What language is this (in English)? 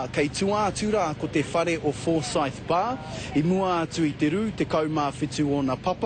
Māori